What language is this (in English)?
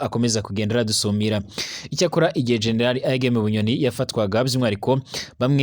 Rundi